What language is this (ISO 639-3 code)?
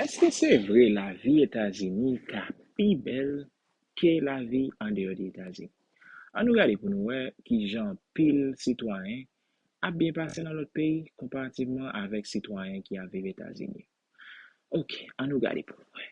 hat